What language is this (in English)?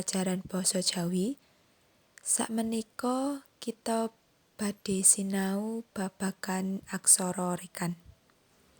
Javanese